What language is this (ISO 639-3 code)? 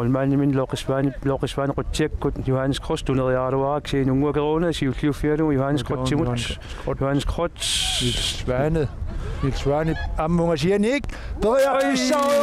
kal